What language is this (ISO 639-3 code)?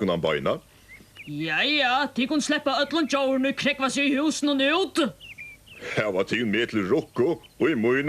fao